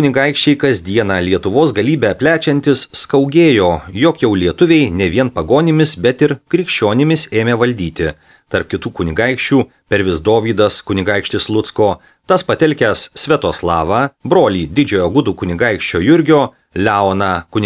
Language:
Lithuanian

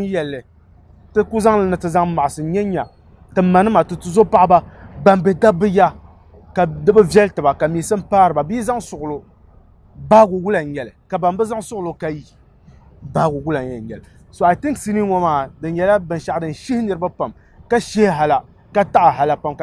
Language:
Dagbani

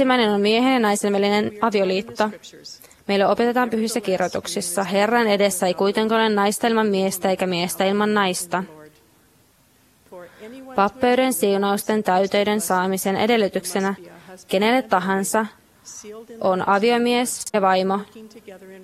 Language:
Finnish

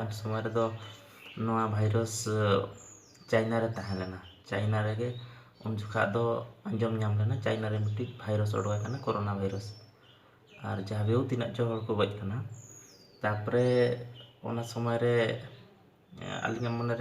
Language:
Santali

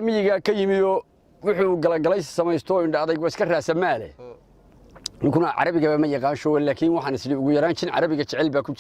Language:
Somali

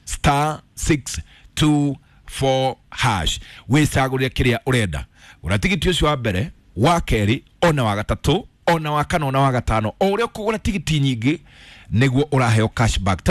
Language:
Kikuyu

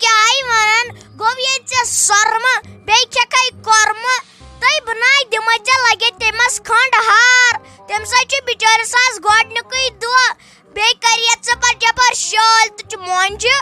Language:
Kashmiri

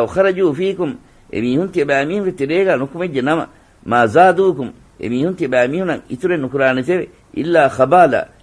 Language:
Divehi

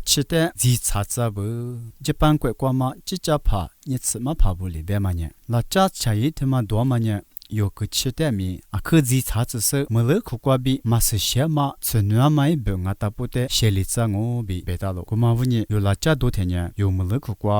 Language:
Lisu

